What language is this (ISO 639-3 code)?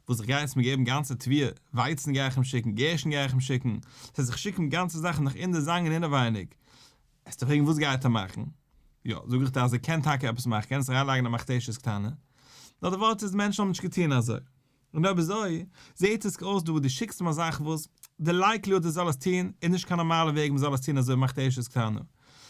yid